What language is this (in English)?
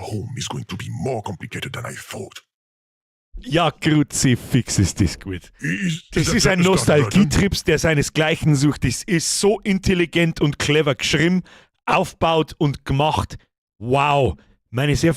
Bavarian